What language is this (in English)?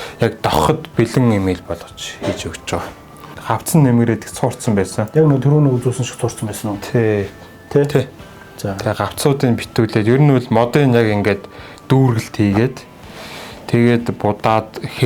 Mongolian